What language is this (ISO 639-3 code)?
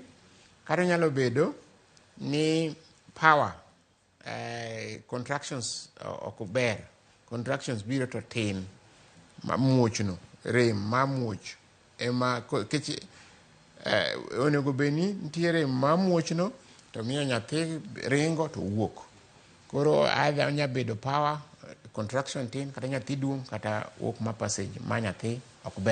luo